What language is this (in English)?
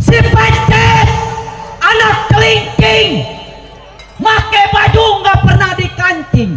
Betawi